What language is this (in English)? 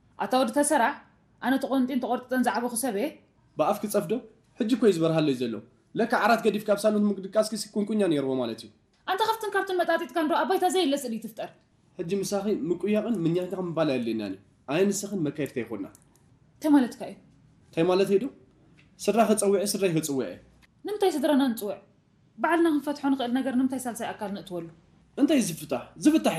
Tigrinya